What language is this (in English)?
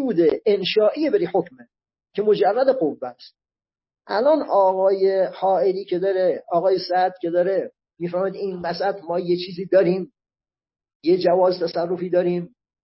Persian